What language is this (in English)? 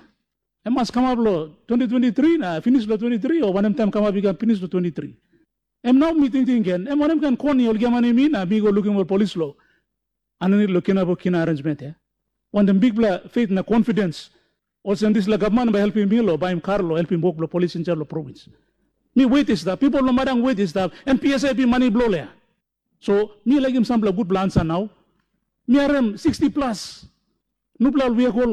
Tok Pisin